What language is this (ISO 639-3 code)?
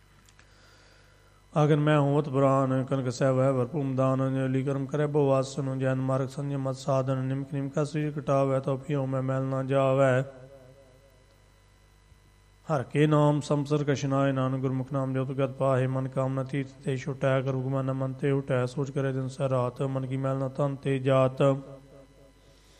pan